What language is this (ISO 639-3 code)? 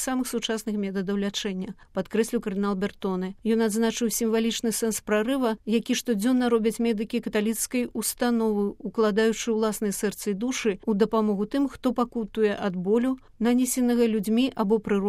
bel